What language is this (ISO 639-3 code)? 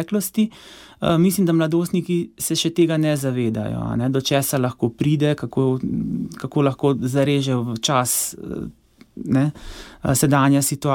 slv